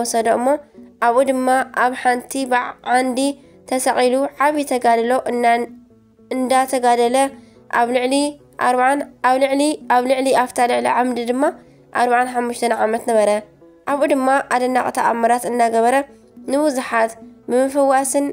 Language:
Tigrinya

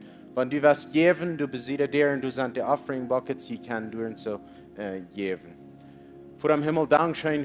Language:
Plautdietsch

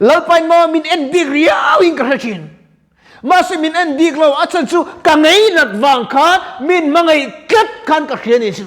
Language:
Mizo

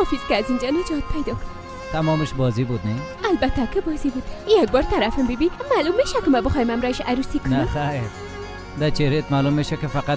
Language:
Persian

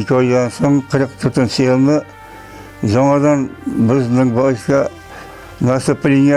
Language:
Bashkir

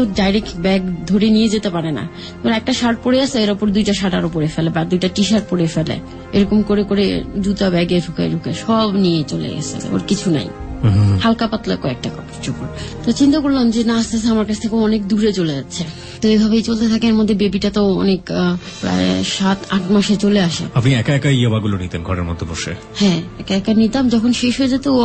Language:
Bangla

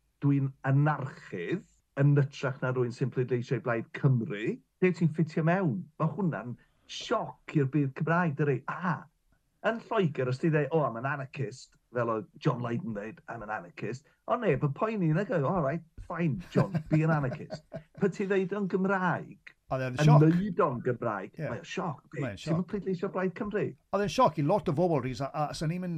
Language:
Welsh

